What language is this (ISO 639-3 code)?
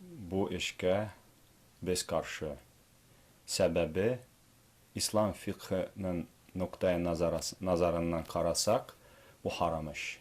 tat